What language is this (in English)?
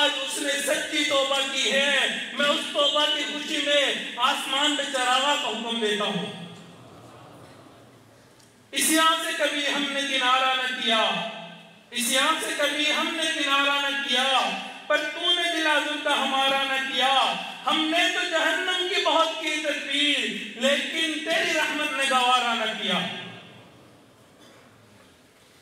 Urdu